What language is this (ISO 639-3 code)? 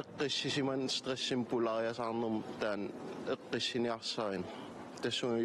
kal